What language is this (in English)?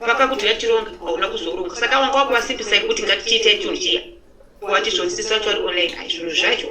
Shona